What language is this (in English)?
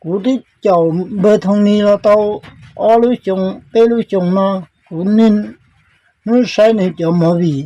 Hmong